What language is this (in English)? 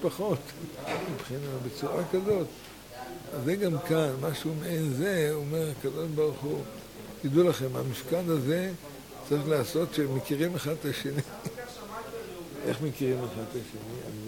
Hebrew